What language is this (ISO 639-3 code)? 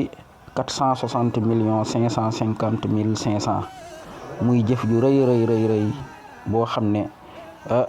wol